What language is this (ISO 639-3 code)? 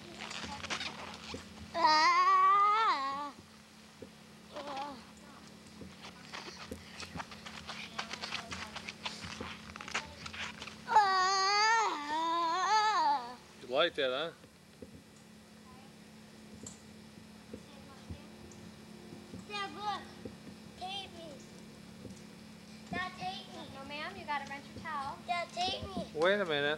eng